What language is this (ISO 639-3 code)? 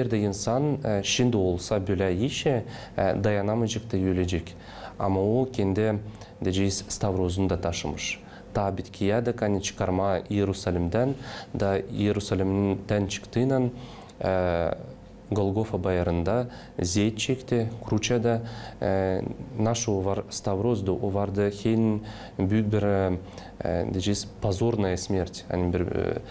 gag